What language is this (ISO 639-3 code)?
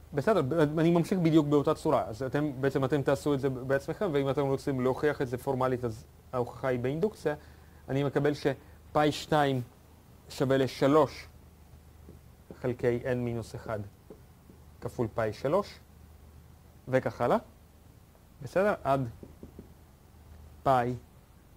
heb